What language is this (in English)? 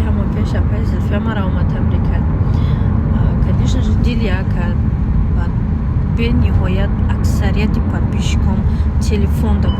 Tajik